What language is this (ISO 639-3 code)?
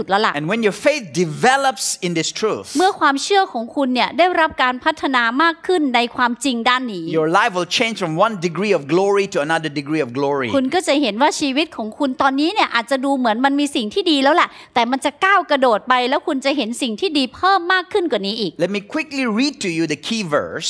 tha